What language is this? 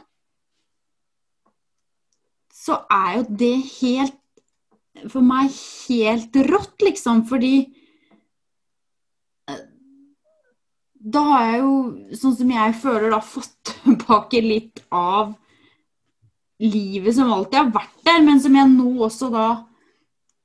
Norwegian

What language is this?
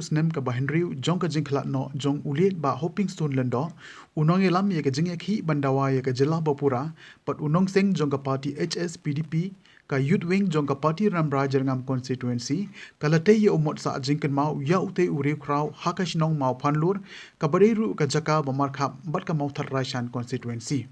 Khasi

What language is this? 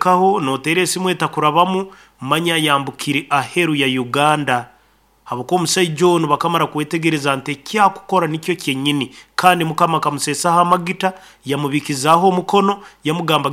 Nyankole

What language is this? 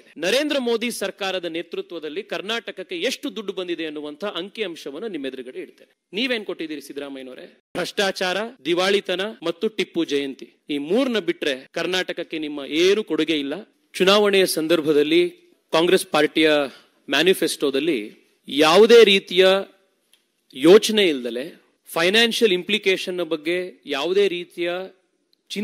Kannada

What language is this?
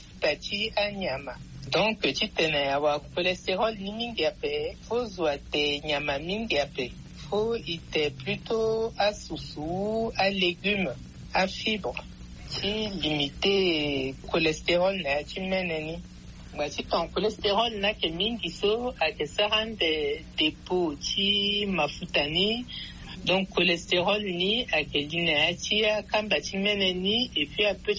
Sango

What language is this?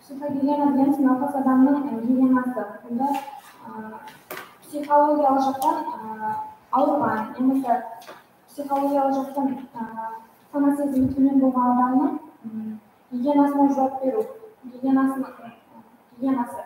Kara-Kalpak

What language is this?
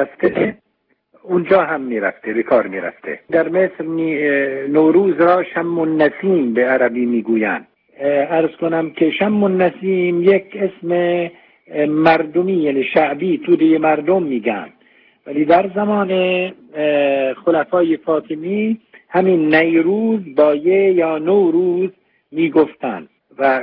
Persian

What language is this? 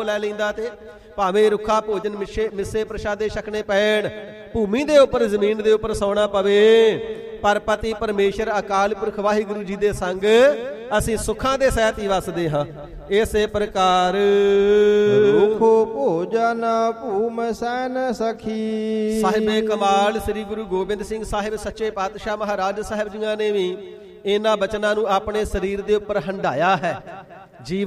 Punjabi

